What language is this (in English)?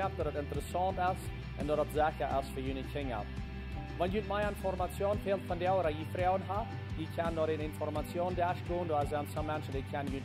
Plautdietsch